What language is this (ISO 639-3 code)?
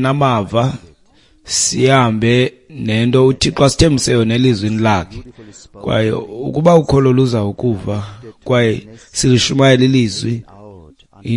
xho